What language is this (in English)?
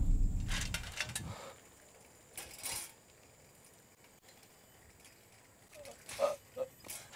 Malay